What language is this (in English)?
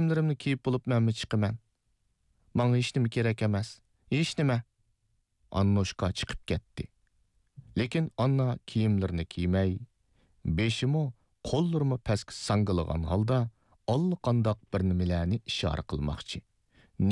Uyghur